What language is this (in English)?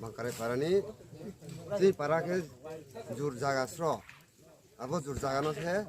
Riang (India)